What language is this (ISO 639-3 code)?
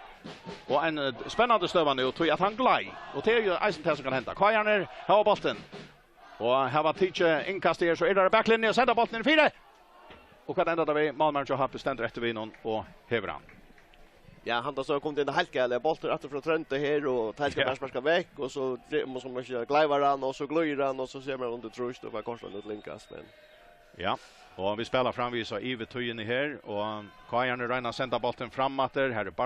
fao